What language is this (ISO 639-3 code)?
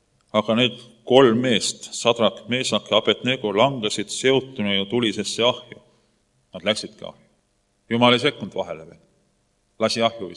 est